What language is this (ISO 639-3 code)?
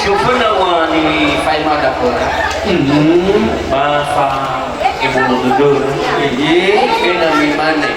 nia